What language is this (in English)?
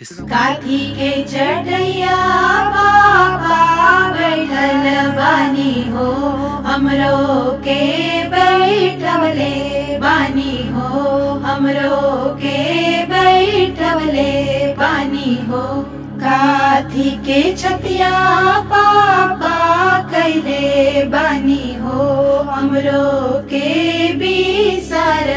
Bhojpuri